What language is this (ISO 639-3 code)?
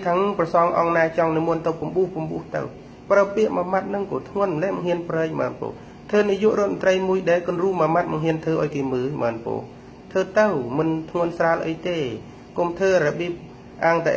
khm